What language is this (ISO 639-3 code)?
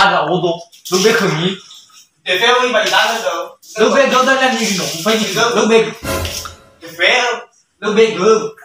nia